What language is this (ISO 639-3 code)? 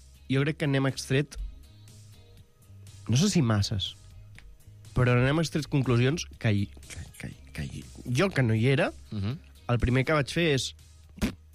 cat